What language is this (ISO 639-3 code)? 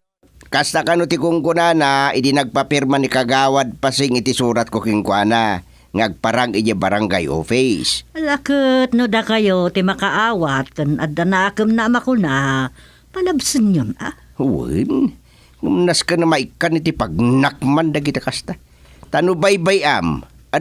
ilo